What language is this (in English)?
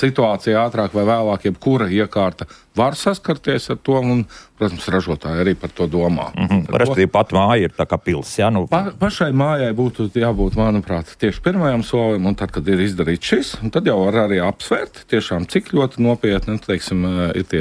Latvian